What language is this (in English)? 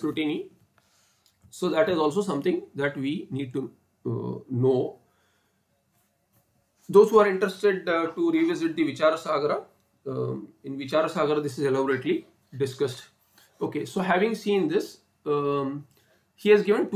English